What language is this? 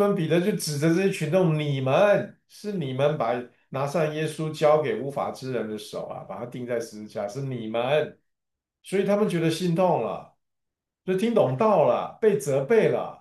Chinese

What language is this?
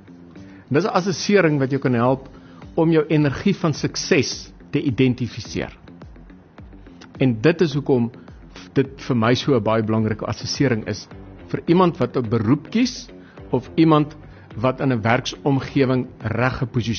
Afrikaans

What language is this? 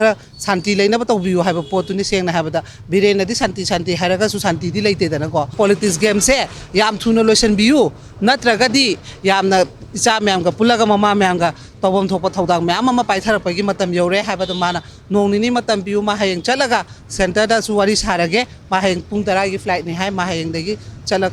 Manipuri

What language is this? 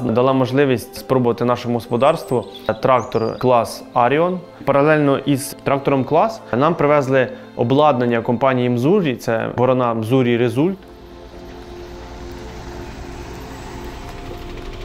Ukrainian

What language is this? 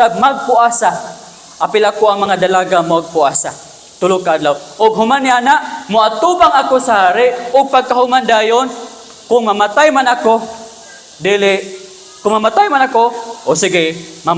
Cebuano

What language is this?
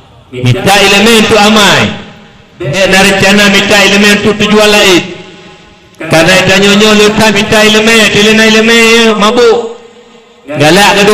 Achinese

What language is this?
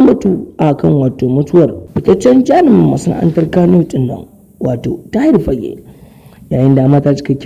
Hausa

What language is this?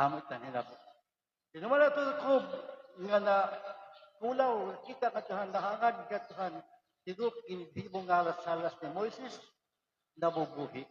Waray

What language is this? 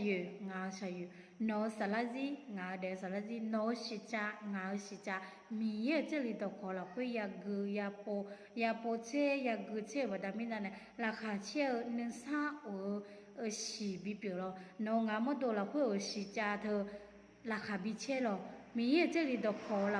Akha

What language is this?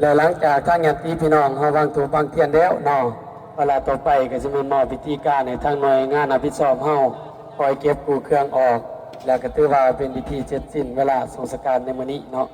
Lao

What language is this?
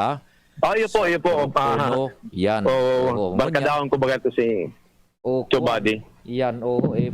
Bikol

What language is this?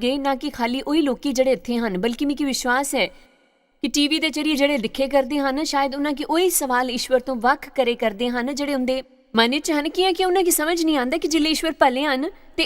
Dogri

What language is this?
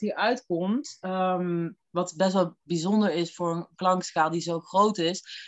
Dutch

